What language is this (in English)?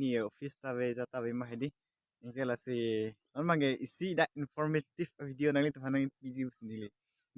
Karbi